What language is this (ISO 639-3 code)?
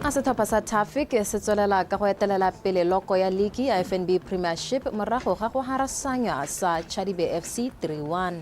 tsn